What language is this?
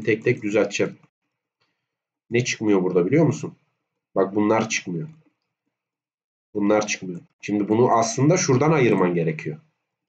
Turkish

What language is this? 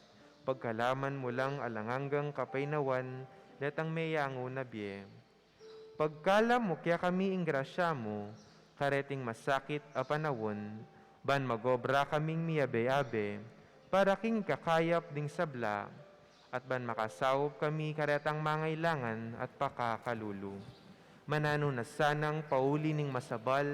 Pampanga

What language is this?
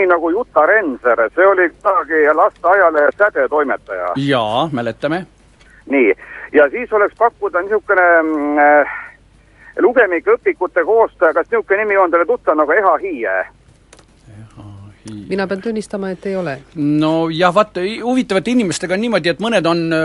Estonian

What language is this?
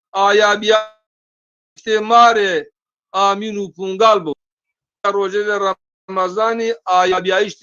Zaza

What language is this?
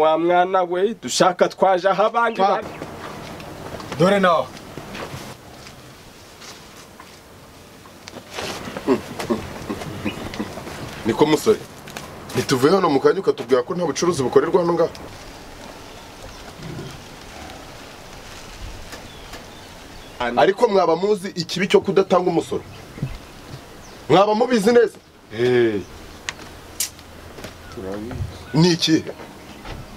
Kinyarwanda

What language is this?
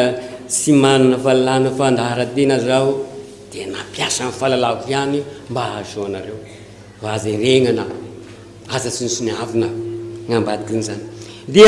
Malagasy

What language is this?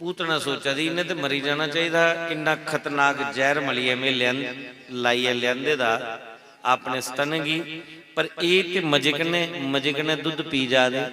Dogri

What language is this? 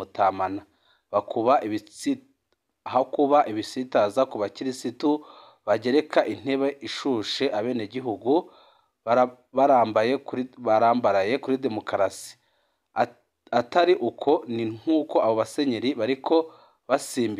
Rundi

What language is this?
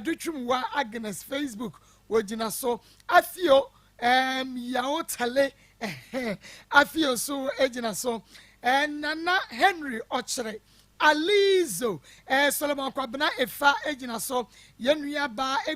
Akan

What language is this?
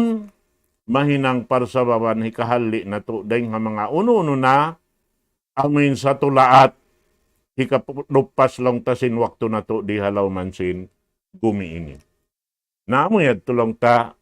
Tausug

